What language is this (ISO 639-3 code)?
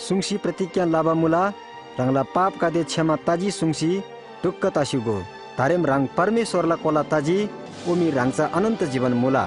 taj